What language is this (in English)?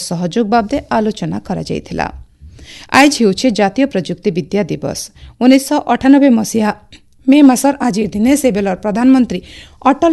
Odia